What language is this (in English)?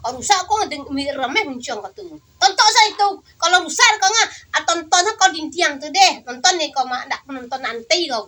Minangkabau